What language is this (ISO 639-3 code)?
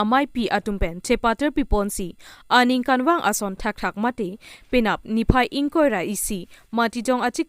mjw